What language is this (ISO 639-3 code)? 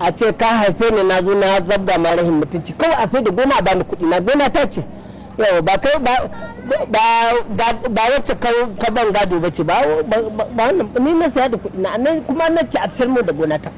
hau